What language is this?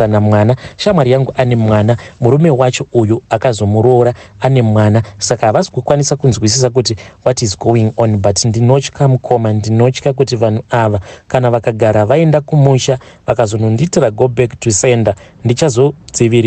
Shona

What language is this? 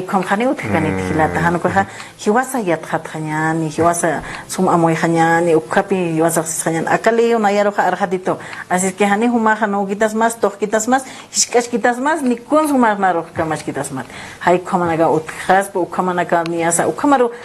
Aymara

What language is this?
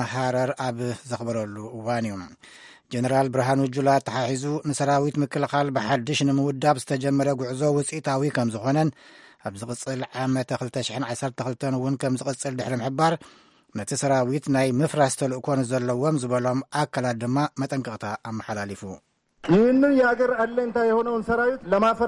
Tigrinya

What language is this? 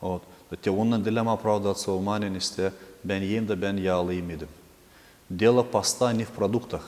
Gagauz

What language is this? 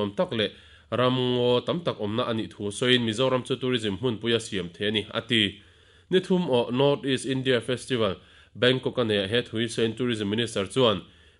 Mizo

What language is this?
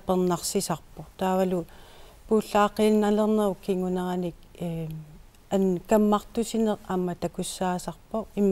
Kalaallisut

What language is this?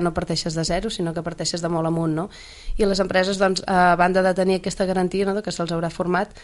Catalan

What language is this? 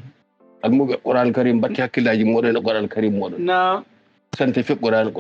Fula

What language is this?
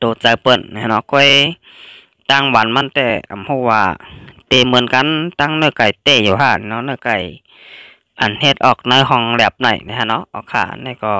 Shan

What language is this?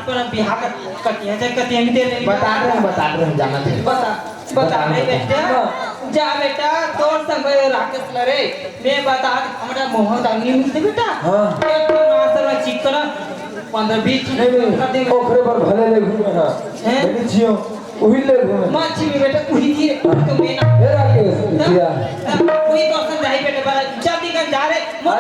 Chhattisgarhi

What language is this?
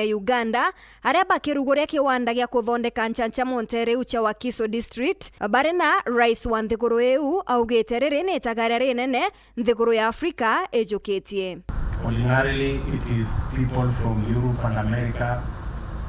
Meru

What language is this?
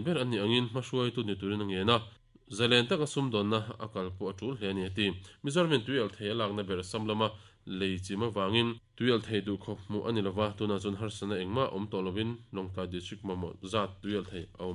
Mizo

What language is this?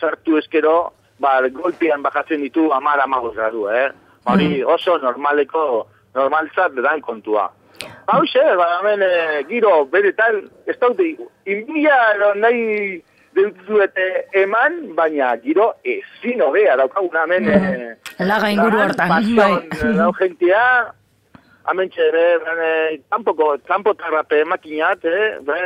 Basque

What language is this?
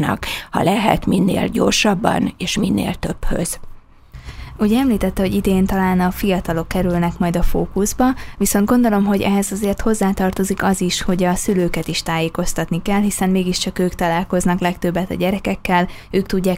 Hungarian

